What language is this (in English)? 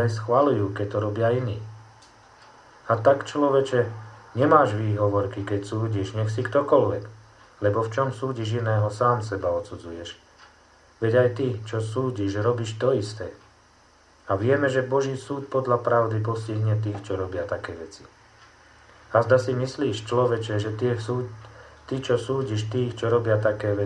Slovak